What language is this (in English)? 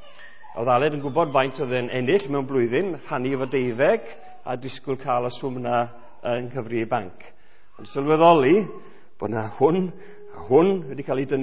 Welsh